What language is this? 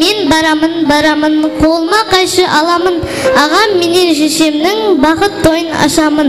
Kara-Kalpak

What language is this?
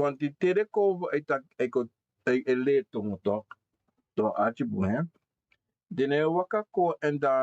Sranan Tongo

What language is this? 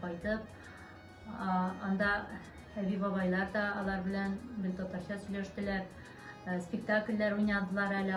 Tatar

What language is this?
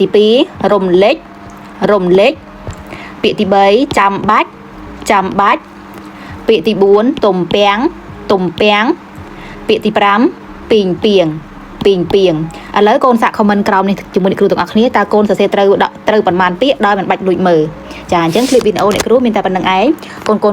Khmer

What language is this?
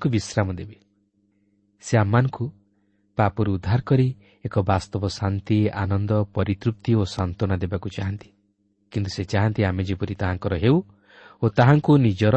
Odia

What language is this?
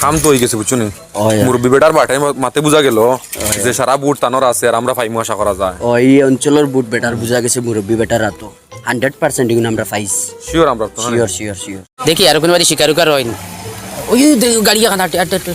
Sylheti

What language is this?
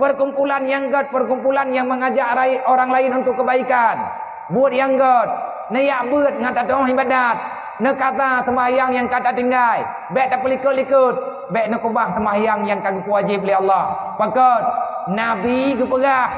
Achinese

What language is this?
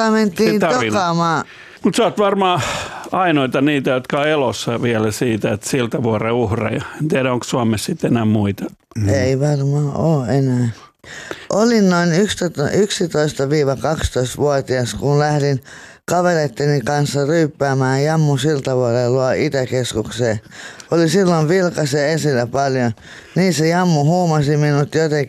Finnish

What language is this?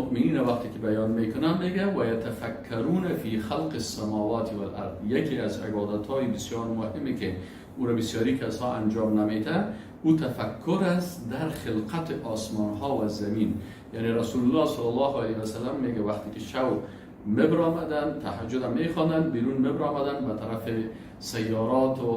Persian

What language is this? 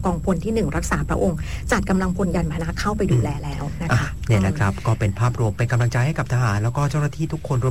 Thai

